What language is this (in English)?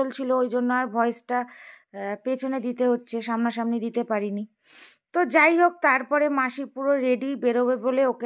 Bangla